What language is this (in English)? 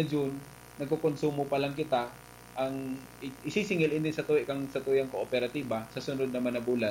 Bikol